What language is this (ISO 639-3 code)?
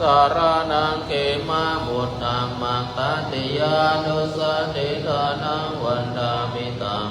pli